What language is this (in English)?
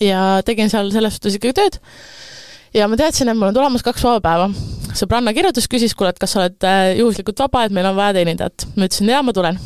Estonian